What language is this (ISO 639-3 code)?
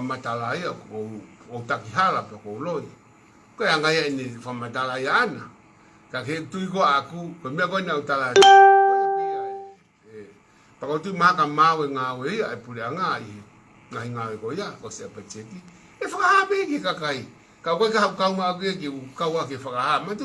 ton